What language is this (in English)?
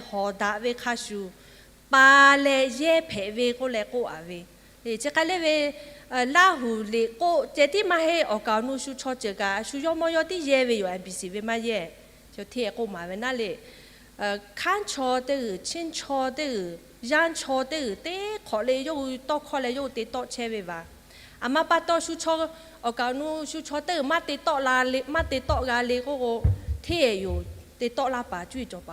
Lahu